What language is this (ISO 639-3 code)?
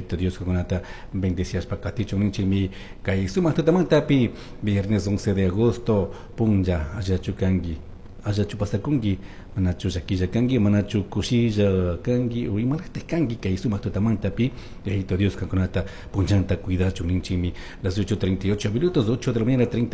qug